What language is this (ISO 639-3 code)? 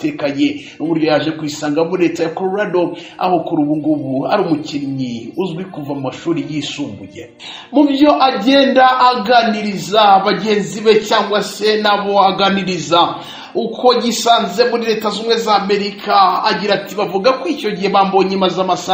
kin